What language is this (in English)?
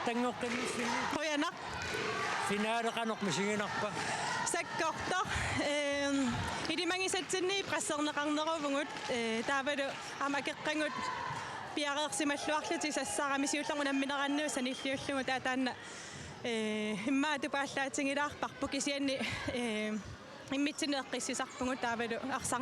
Kalaallisut